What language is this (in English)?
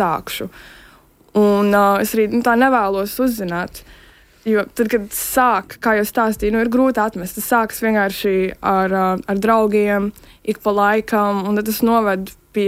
Latvian